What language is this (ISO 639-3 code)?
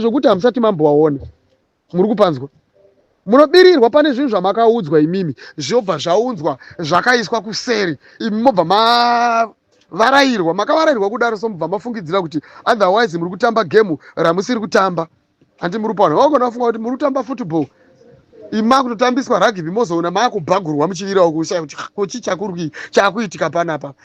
sna